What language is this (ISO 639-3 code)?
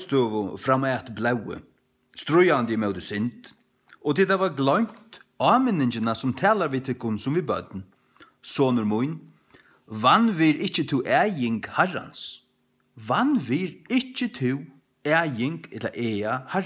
fao